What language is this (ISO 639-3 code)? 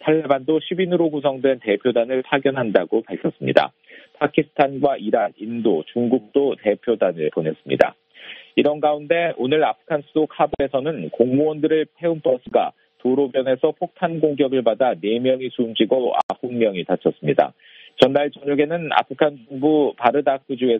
kor